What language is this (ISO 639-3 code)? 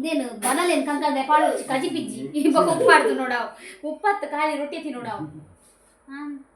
tcy